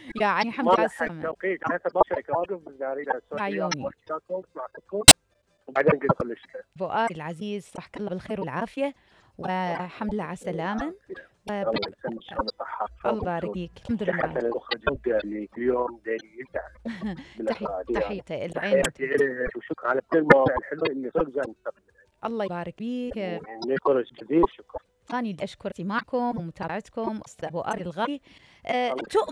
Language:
Mesopotamian Arabic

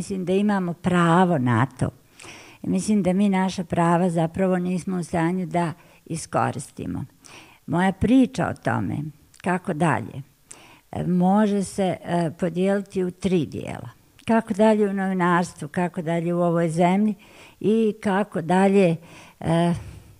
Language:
Bosnian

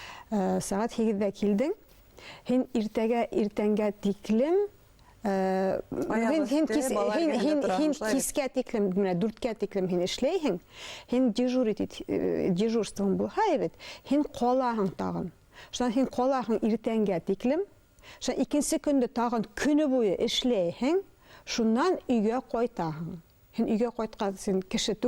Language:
Bashkir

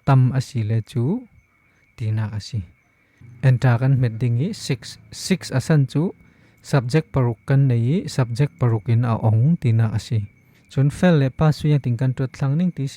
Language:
Falam Chin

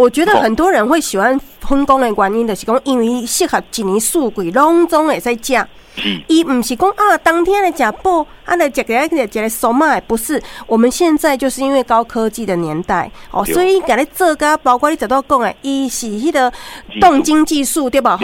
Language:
Min Nan Chinese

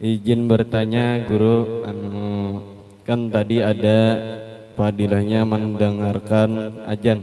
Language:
Banjar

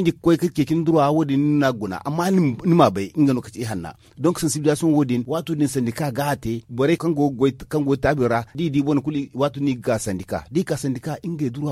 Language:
Zarma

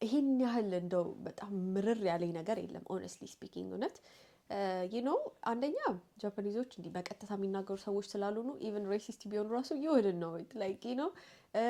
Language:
Amharic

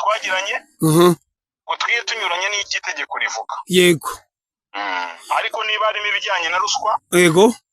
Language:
Kinyarwanda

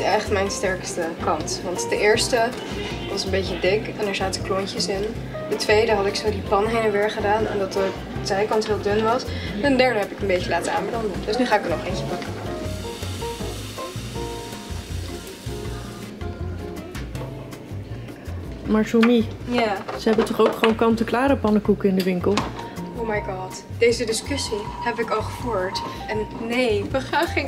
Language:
Dutch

